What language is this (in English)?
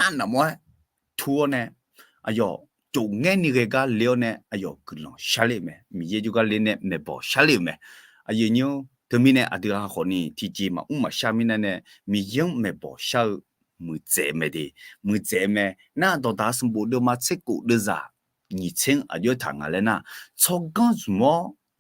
Akha